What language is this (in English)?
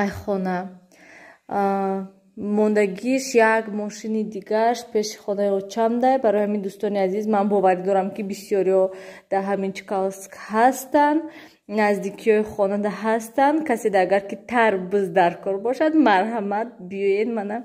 Tajik